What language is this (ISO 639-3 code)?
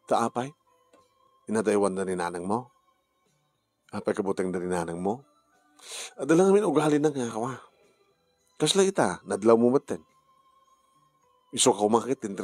ilo